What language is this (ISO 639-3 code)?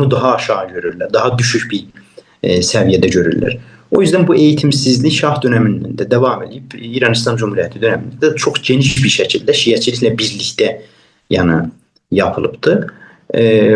azb